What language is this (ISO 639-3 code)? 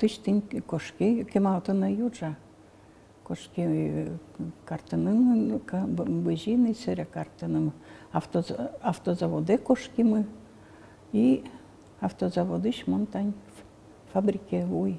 udm